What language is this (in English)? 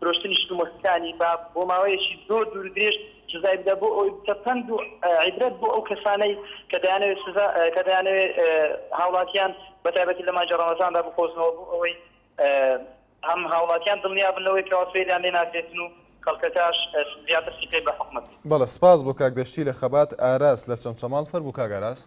Central Kurdish